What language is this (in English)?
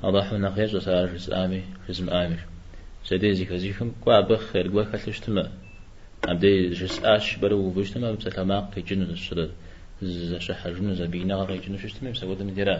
Kabardian